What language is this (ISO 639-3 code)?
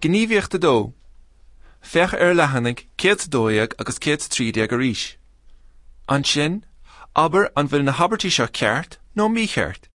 gle